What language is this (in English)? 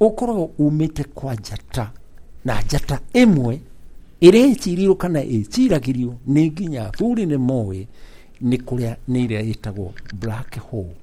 Kikuyu